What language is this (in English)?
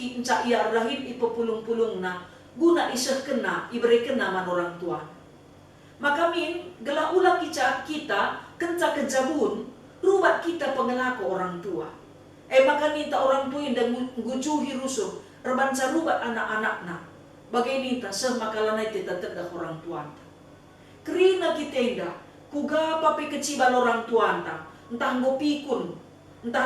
Batak Karo